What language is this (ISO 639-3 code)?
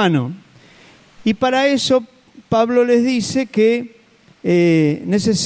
spa